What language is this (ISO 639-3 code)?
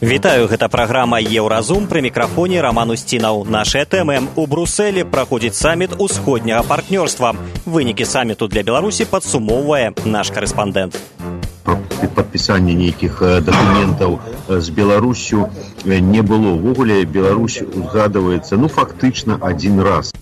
bel